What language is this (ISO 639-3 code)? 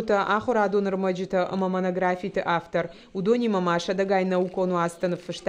oss